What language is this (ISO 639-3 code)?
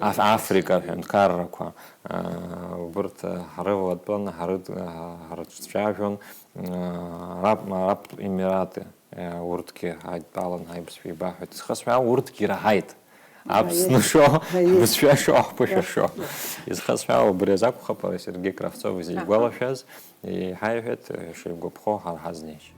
abk